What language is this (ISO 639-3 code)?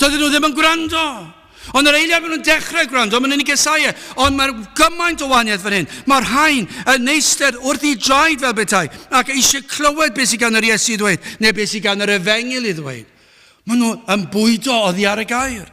cym